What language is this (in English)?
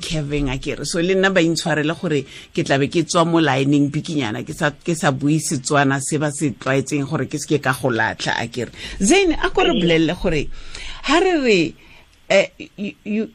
Tswana